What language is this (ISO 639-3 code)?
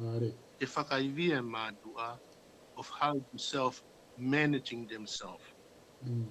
ton